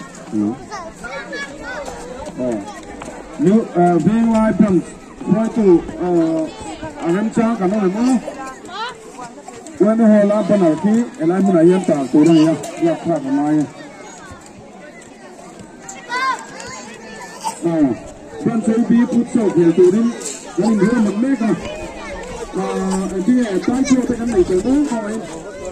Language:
Mizo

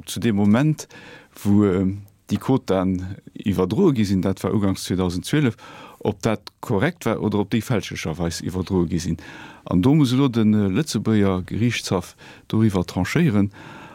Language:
Luxembourgish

